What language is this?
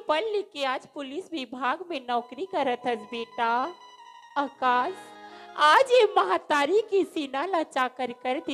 Chhattisgarhi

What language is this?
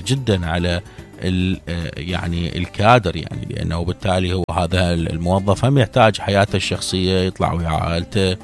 Mesopotamian Arabic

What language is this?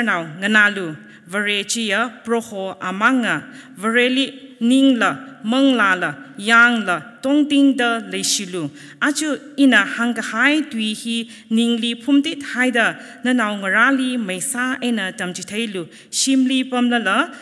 Tangkhul Naga (India)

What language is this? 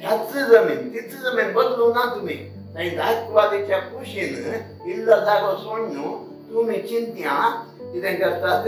Konkani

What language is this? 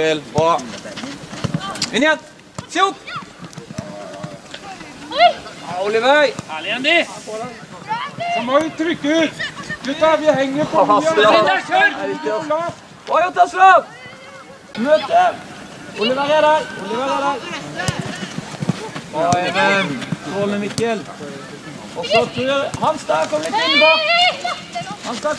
Norwegian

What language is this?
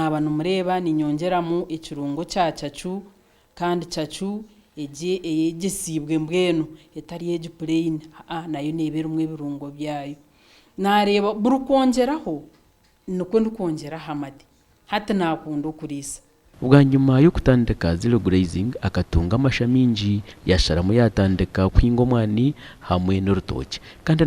Nyankole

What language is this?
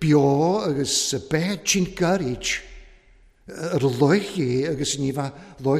Welsh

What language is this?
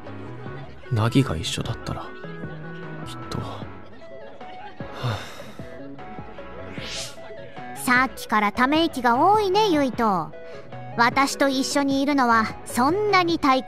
Japanese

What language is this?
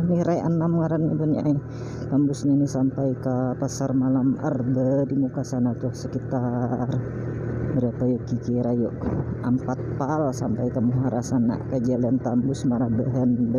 Banjar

